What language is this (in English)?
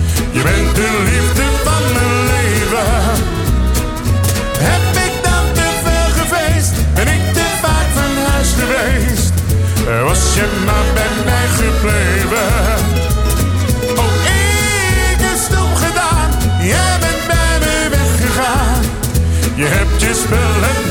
Dutch